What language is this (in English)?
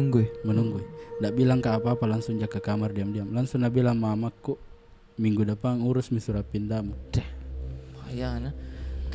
Makassar Malay